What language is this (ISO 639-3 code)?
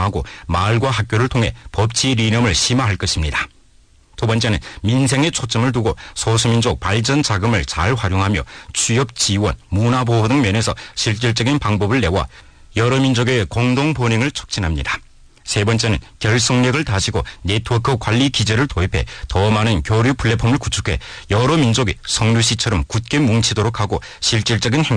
kor